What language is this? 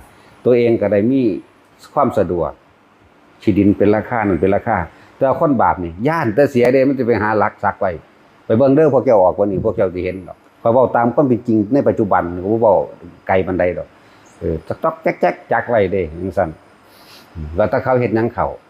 Northeastern Thai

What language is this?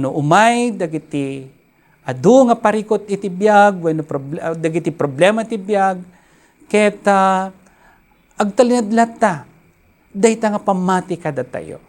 Iloko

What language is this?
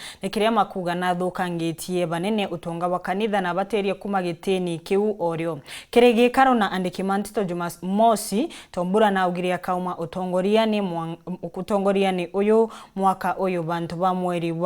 Meru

